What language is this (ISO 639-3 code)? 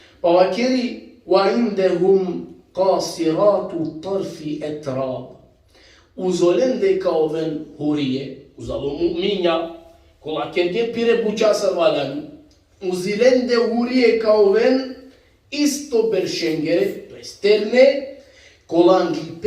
rmn